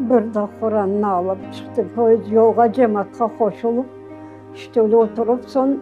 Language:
Crimean Tatar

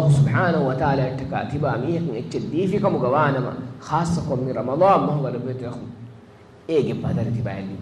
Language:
Divehi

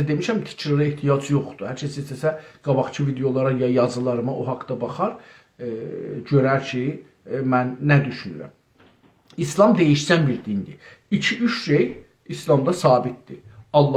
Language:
South Azerbaijani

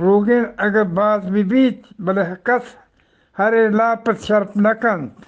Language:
Eastern Balochi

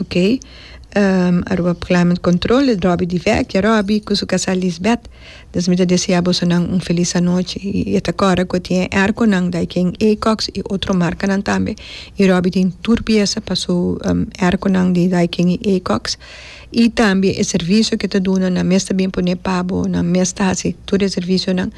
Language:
Papiamento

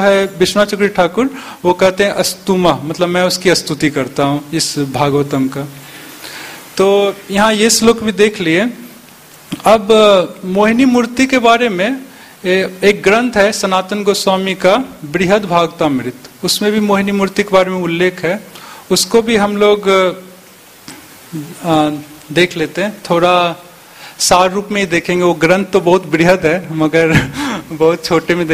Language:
Hindi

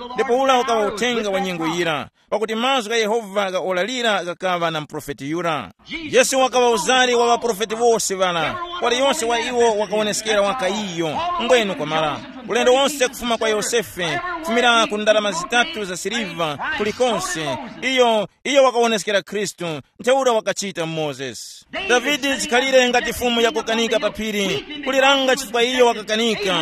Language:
Tumbuka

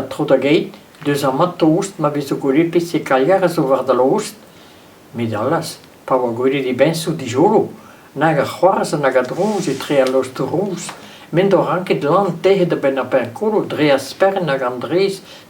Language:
Breton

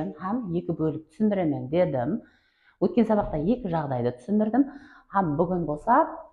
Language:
Kara-Kalpak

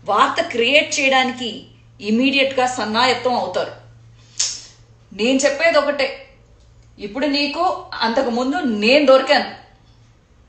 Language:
Telugu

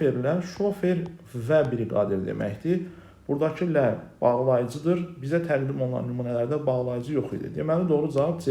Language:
Azerbaijani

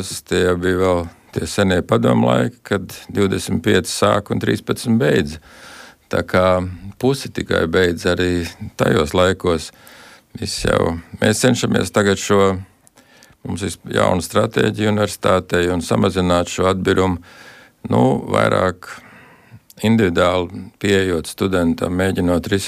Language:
Latvian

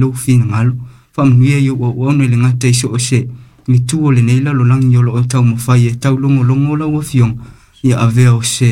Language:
Samoan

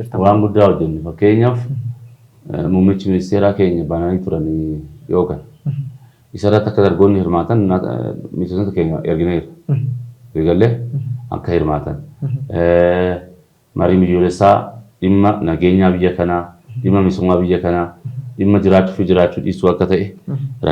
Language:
Oromo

